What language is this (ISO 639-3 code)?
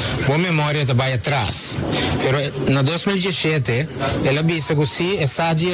pap